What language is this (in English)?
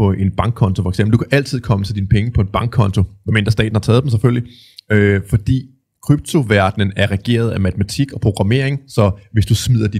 Danish